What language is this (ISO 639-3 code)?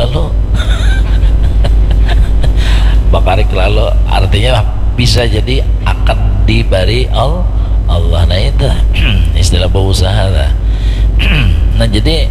bjn